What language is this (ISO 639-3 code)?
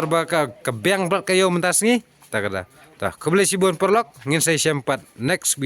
kha